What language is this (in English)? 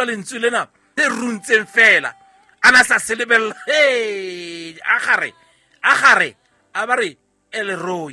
Southern Sotho